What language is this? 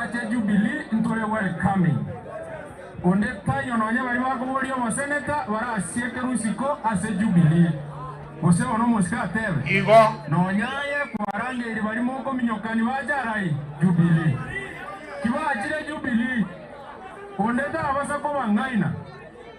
Gusii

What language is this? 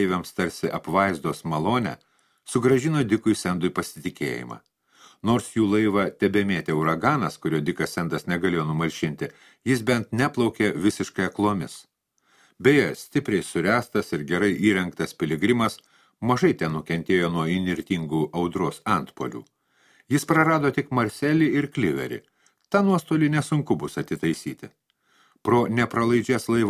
Lithuanian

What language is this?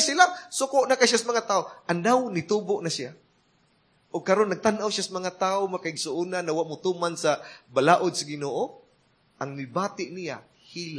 Cebuano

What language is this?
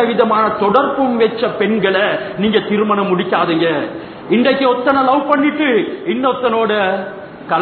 Tamil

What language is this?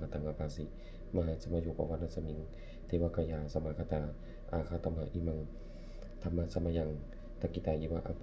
Pali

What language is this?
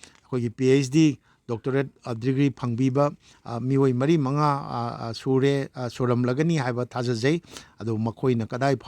Manipuri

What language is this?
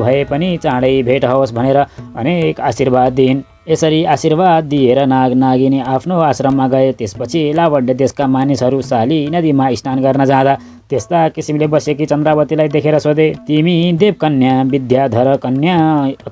Nepali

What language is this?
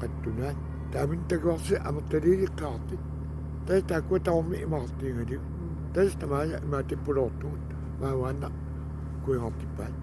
Kalaallisut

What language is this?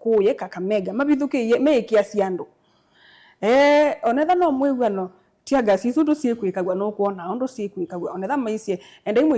Kamba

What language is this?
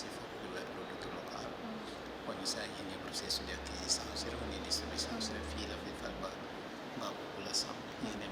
Tetum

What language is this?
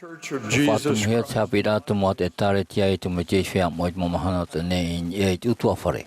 Tahitian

